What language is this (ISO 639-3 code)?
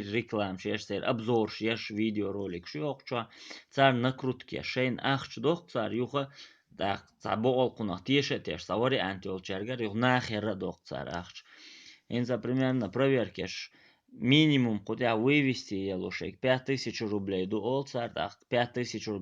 che